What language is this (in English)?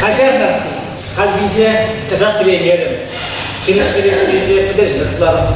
Chuvash